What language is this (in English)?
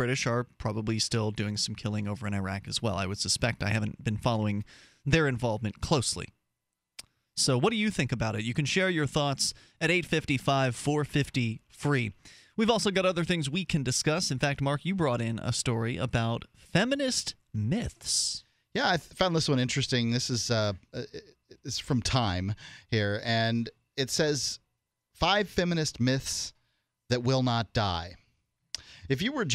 English